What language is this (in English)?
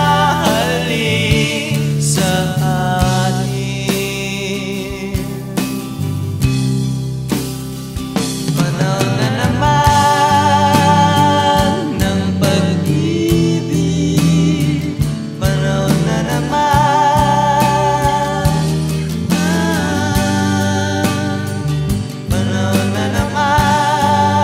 Filipino